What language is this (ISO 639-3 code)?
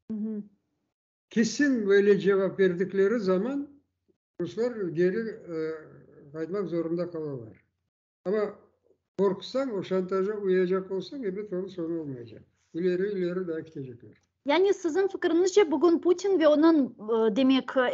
crh